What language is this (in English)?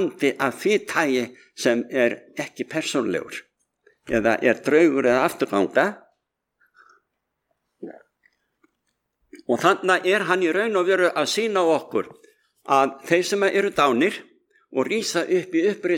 Icelandic